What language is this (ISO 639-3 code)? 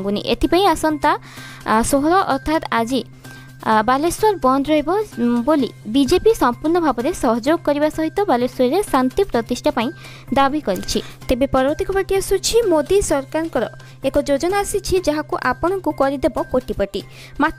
ori